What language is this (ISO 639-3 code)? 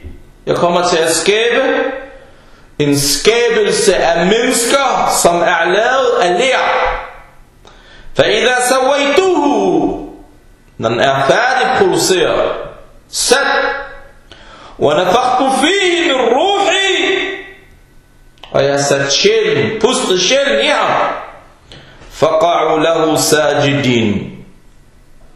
dan